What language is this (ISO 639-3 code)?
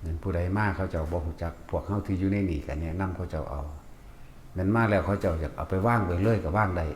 tts